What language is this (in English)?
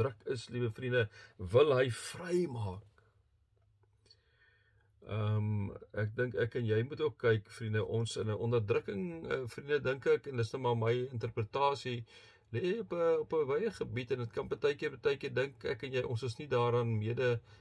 Afrikaans